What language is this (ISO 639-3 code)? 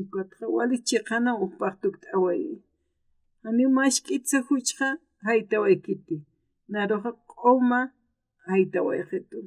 aym